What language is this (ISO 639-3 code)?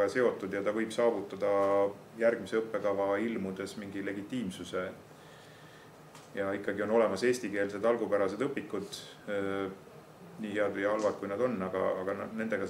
est